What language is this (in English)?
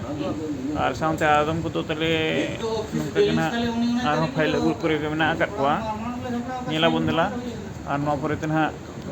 Santali